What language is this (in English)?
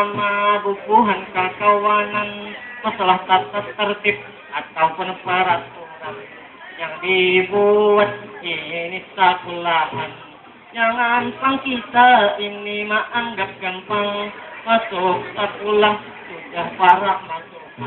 Banjar